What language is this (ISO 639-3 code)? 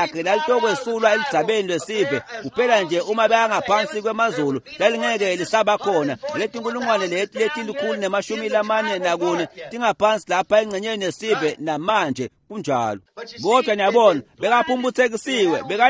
ssw